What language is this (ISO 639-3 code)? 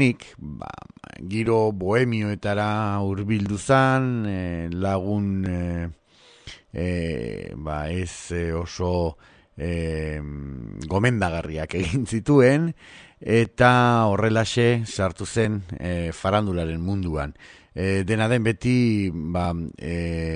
eus